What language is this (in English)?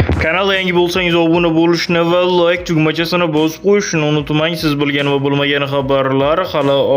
Uzbek